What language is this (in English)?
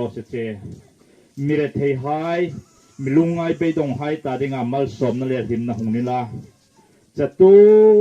Hmar